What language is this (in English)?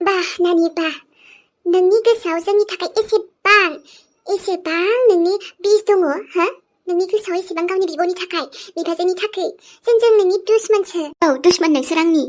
Bodo